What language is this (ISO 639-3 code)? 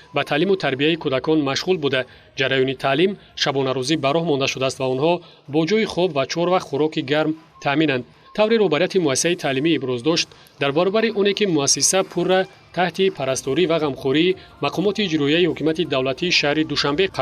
tgk